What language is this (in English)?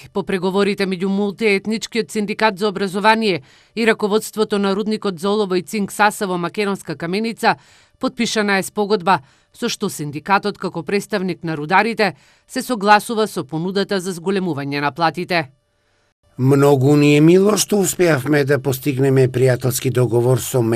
Macedonian